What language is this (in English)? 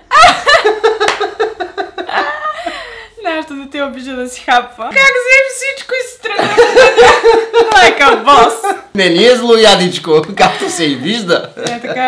Bulgarian